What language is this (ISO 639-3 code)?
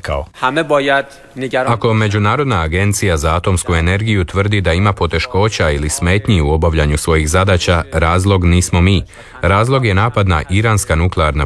hrv